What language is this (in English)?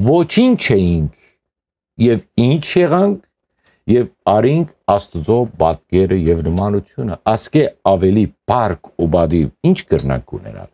Western Armenian